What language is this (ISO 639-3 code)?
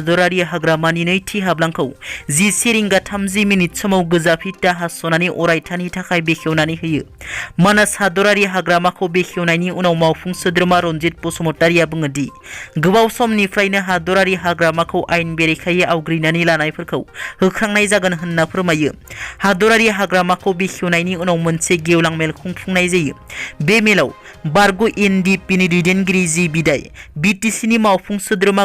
brx